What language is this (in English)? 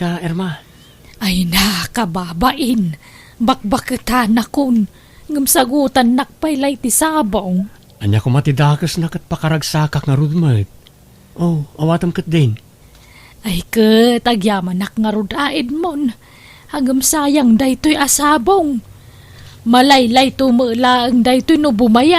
Iloko